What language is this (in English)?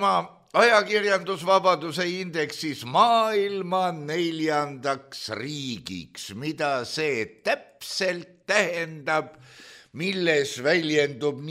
Estonian